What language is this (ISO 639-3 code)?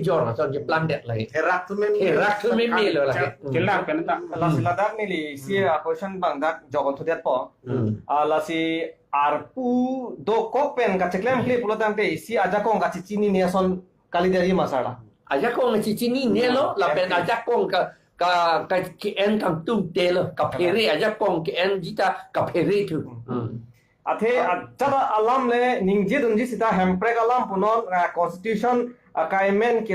mjw